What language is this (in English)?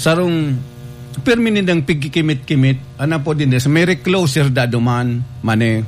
Bikol